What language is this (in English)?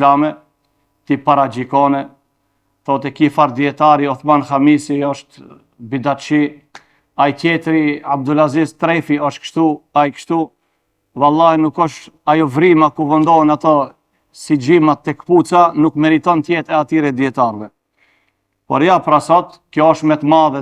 Albanian